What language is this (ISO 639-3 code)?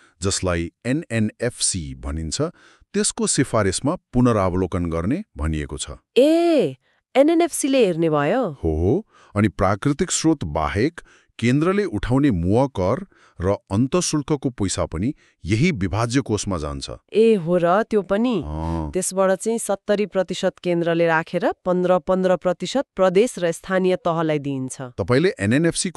nep